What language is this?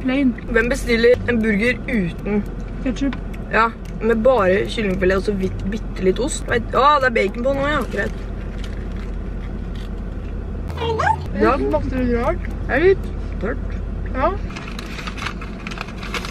Norwegian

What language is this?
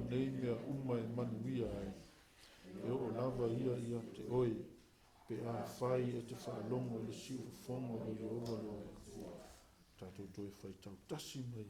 Samoan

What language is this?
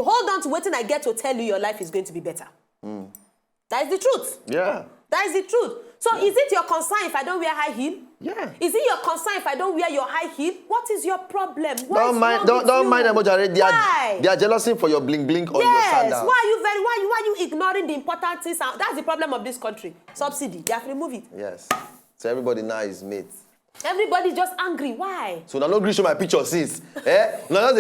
Nigerian Pidgin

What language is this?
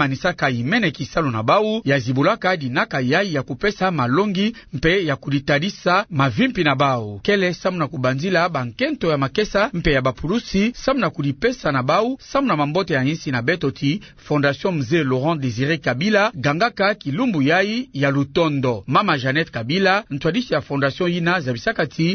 Kituba (Democratic Republic of Congo)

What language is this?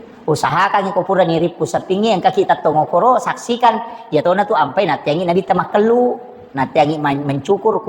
Buginese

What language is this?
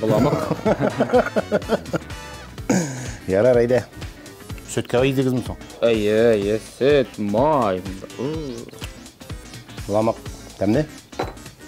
Tatar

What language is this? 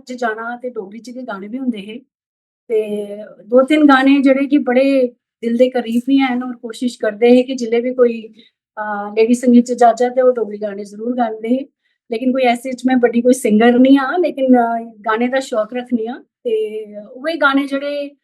Dogri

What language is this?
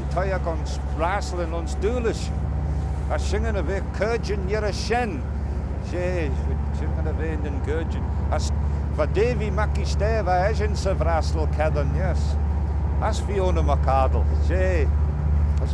Manx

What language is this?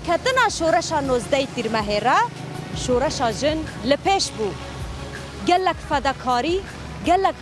Kurdish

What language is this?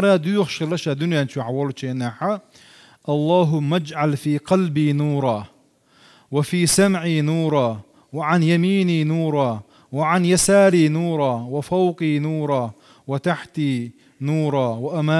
Chechen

